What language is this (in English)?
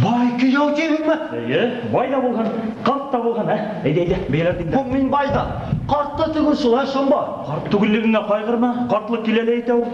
Bashkir